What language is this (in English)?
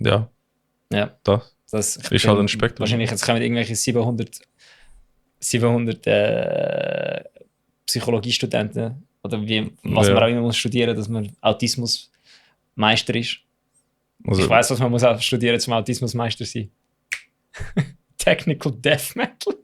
Swiss German